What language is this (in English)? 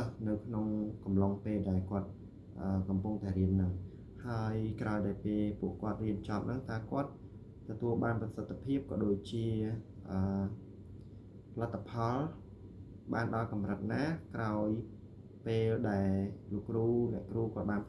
Khmer